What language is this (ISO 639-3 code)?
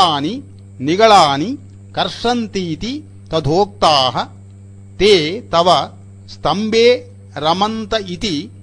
san